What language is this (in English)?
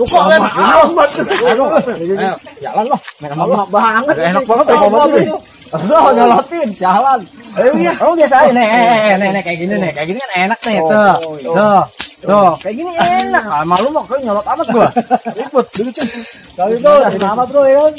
Betawi